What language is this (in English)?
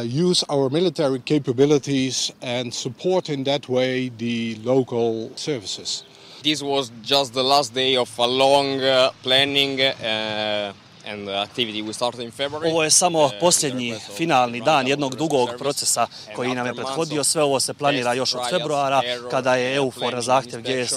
Bosnian